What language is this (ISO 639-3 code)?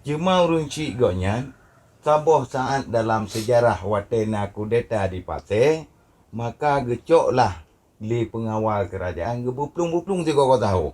ace